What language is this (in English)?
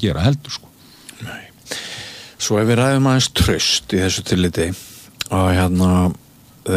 Icelandic